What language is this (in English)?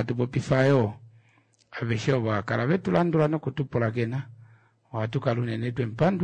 Kuanyama